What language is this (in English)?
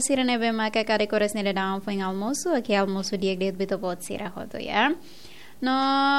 Tetum